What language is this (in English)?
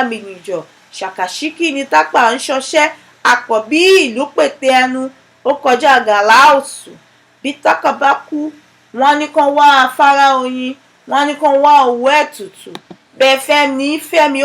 Yoruba